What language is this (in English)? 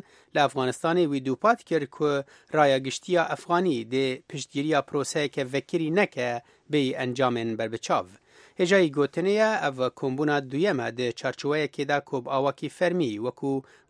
Kurdish